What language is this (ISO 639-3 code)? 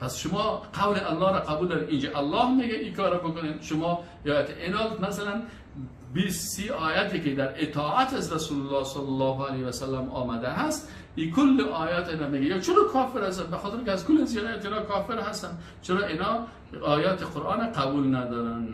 fas